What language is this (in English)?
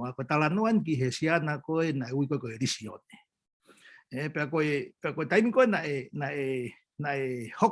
Tongan